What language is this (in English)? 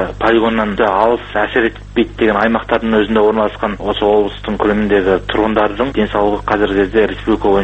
Kazakh